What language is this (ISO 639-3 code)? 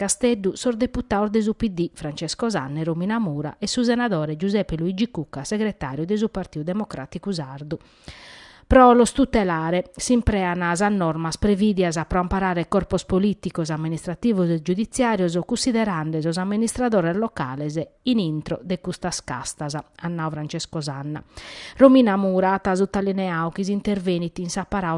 srd